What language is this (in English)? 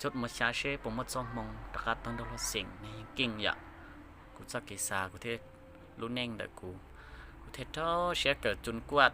Hmong